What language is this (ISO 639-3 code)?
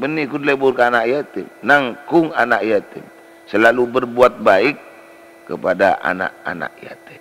mad